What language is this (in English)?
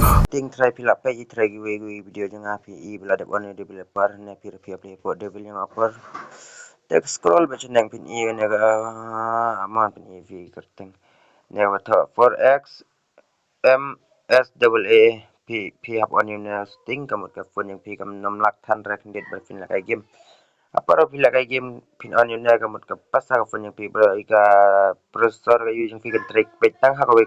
Khasi